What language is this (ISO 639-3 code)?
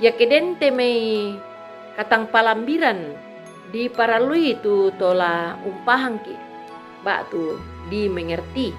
sda